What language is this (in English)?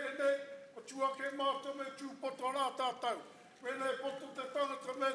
Māori